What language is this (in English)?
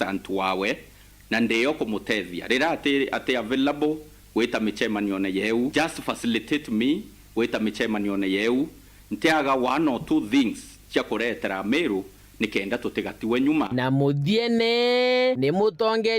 Meru